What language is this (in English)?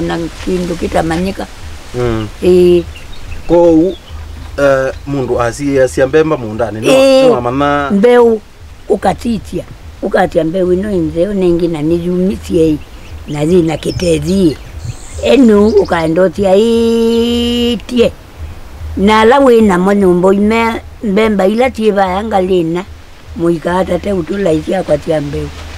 Kamba